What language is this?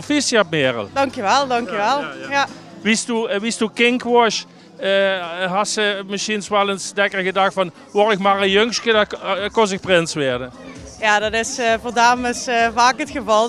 Limburgish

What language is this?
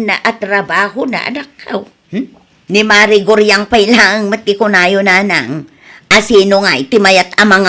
Iloko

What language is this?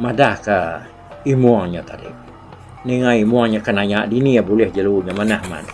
Iban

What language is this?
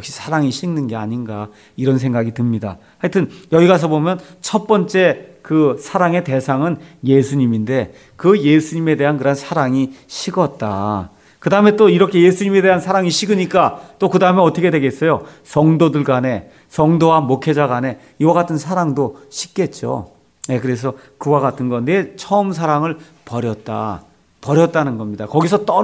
Korean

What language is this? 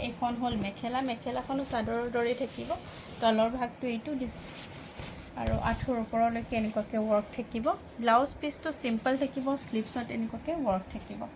Assamese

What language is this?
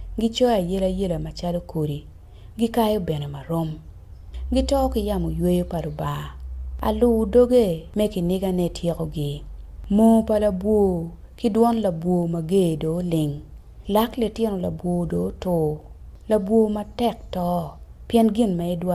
Acoli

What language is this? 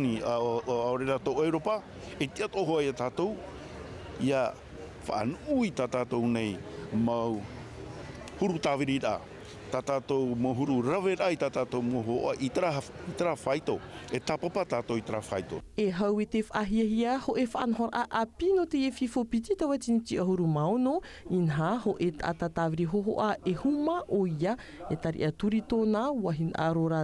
Tahitian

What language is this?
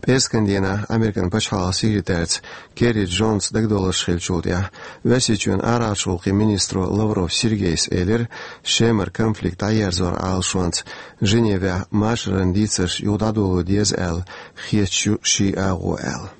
Chechen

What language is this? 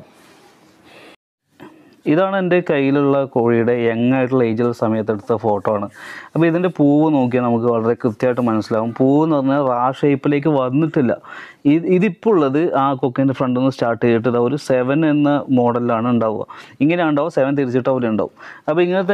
Malayalam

